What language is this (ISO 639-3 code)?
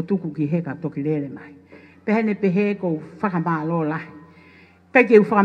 ton